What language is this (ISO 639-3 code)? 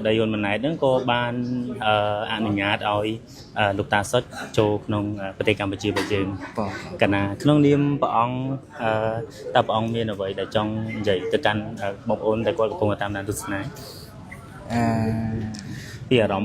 khm